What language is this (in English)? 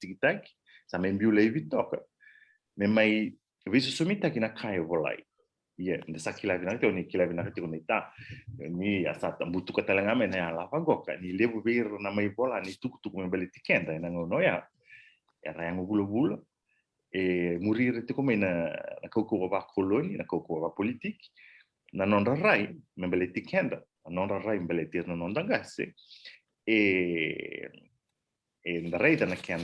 Fijian